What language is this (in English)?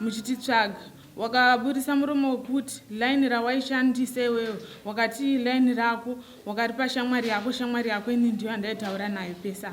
Shona